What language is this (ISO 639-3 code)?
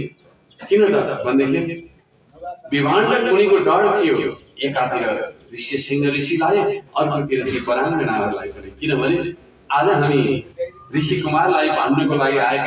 nep